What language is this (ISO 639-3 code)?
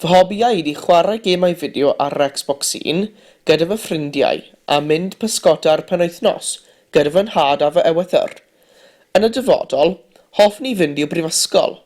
cym